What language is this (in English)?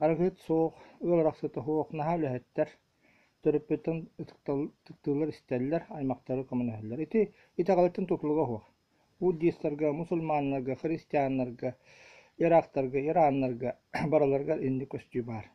Yakut